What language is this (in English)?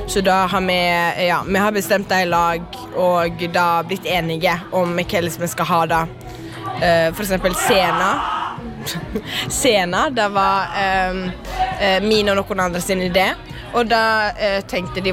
Norwegian